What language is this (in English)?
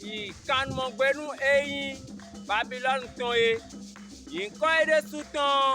Fon